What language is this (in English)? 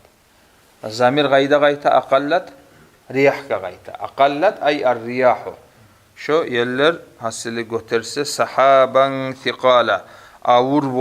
Kumyk